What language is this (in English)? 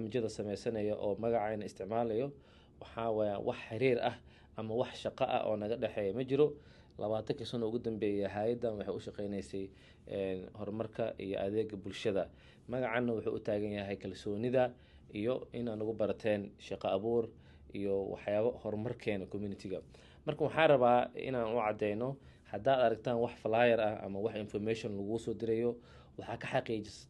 Somali